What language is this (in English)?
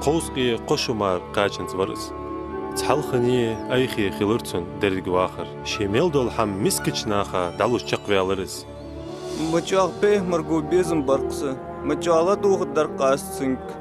Ingush